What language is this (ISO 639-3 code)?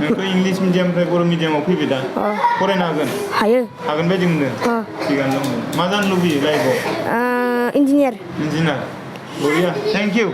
brx